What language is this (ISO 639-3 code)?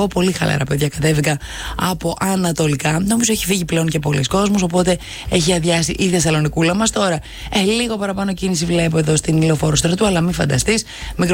ell